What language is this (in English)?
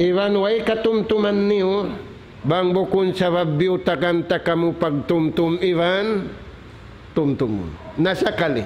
Tausug